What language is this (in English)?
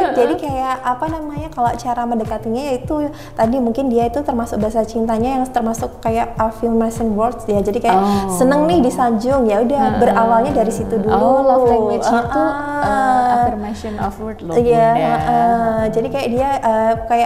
Indonesian